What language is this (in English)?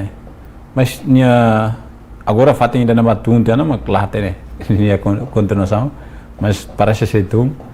Tetum